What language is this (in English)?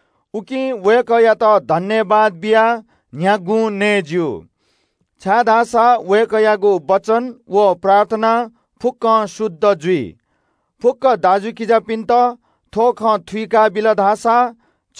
Newari